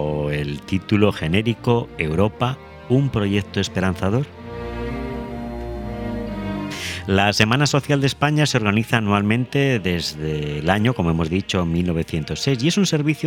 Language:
Spanish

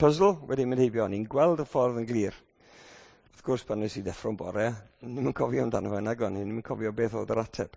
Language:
Welsh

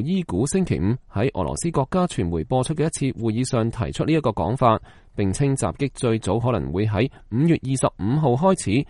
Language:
Cantonese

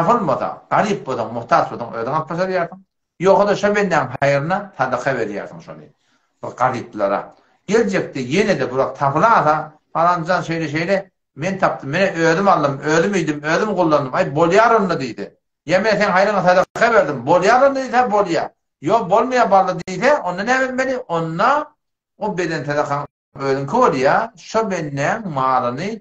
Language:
Turkmen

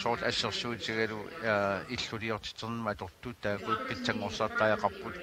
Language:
Kalaallisut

